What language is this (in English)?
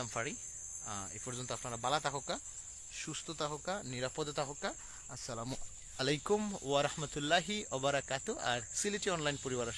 Sylheti